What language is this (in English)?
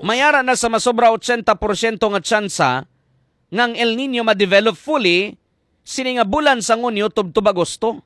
Hiligaynon